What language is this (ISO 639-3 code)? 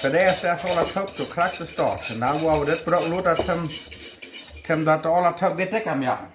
pdt